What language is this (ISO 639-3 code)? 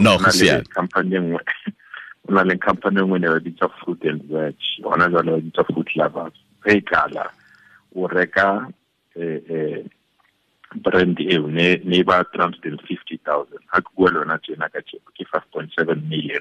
tsn